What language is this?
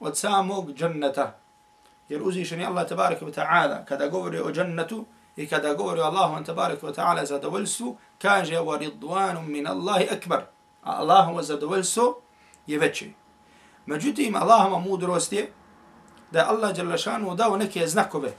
Bosnian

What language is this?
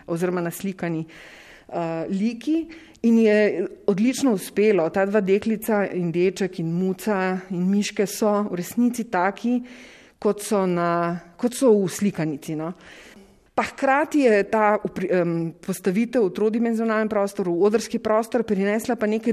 Slovenian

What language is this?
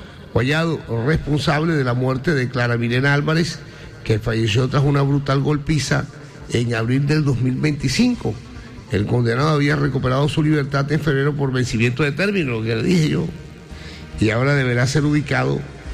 Spanish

